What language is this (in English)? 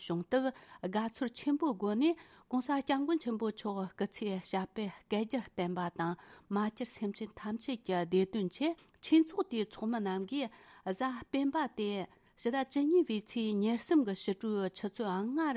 Tibetan